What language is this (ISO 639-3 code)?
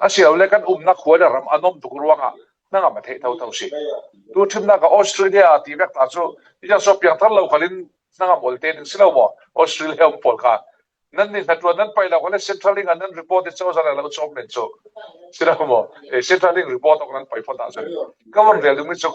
cfm